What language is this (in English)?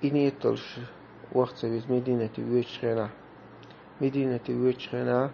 Chechen